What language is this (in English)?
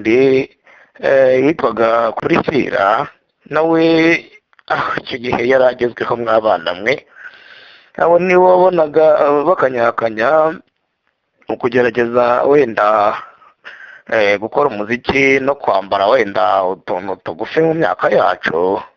Kinyarwanda